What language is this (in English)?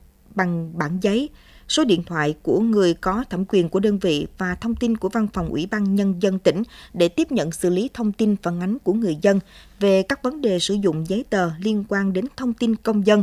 Vietnamese